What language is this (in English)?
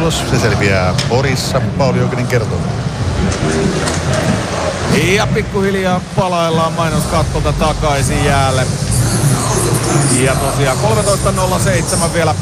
Finnish